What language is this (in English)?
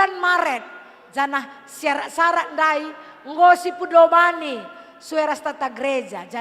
Batak Karo